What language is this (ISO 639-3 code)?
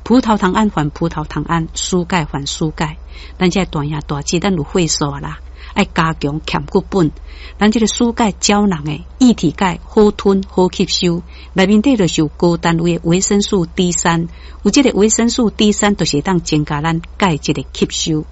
nan